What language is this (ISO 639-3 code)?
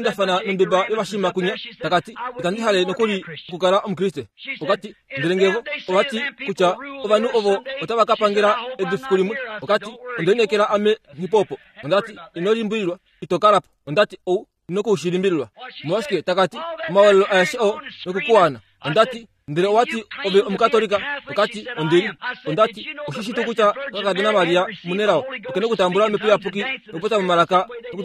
kua